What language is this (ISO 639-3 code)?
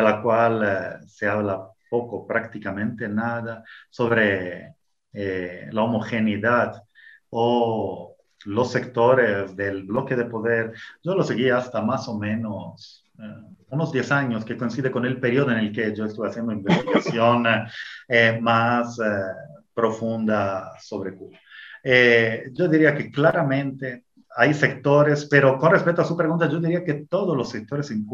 spa